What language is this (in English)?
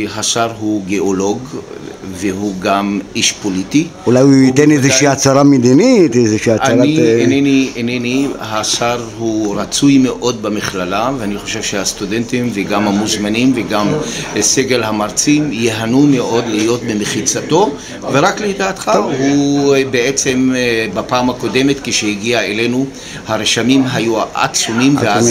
Hebrew